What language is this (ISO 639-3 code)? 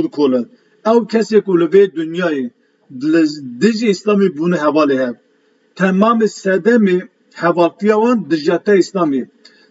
kur